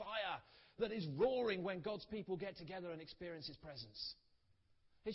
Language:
English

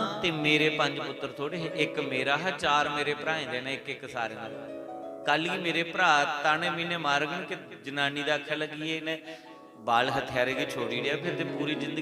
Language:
Dogri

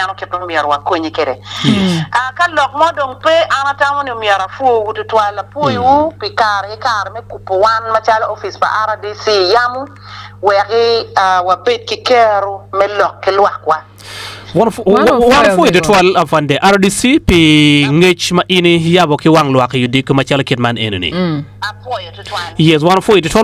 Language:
Acoli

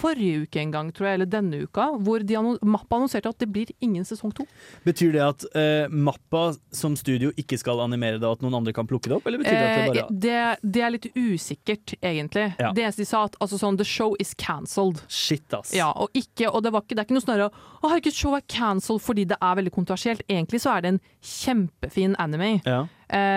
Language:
Norwegian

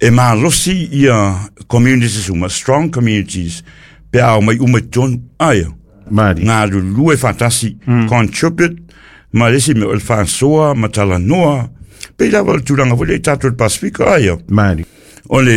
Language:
Samoan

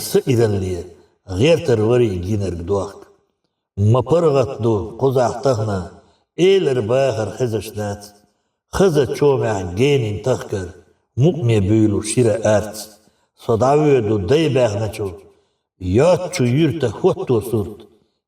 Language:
Chechen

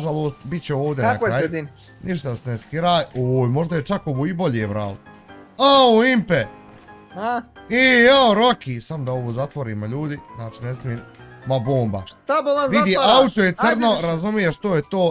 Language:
Bosnian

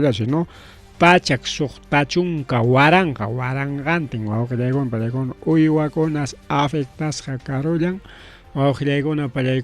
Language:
Ayacucho Quechua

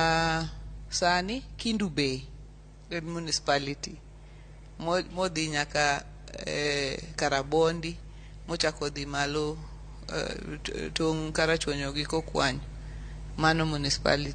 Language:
Luo (Kenya and Tanzania)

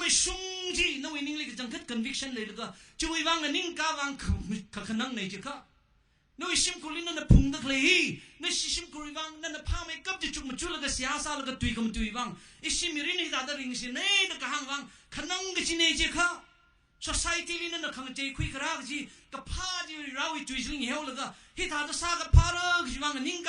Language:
Tangkhul Naga (India)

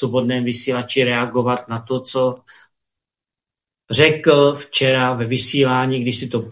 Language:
Czech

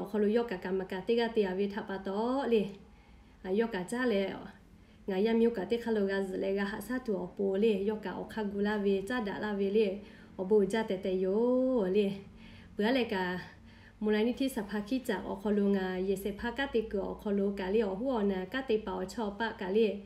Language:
Lahu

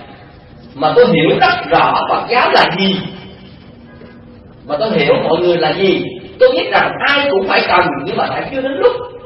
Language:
Vietnamese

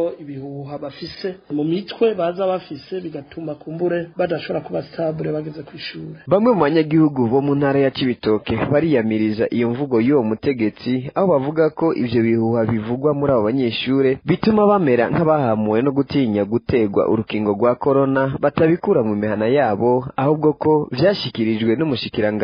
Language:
Rundi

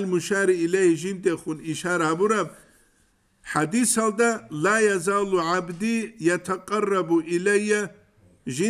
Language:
Avaric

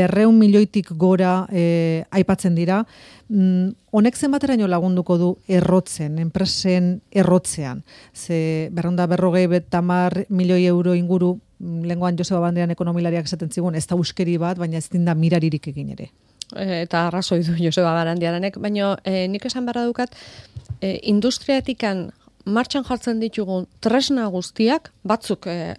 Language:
Basque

